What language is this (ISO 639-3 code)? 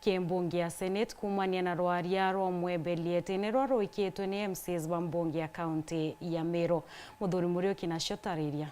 mer